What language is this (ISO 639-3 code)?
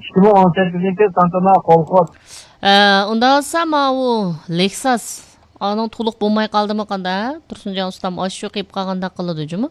uig